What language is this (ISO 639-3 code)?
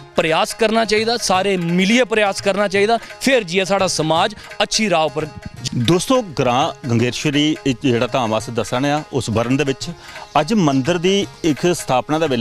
doi